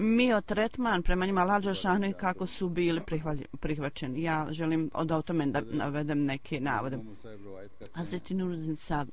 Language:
Bosnian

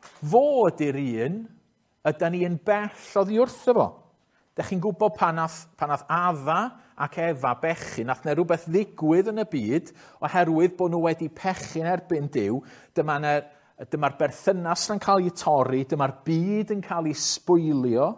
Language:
Welsh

